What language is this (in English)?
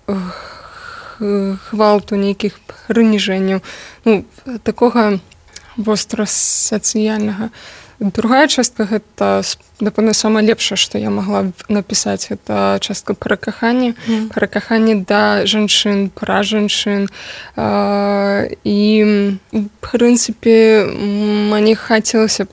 Belarusian